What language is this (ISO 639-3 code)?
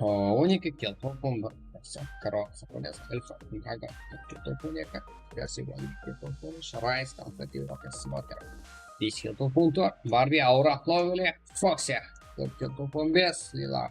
kaa